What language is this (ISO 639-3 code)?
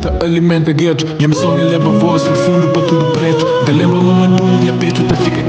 kea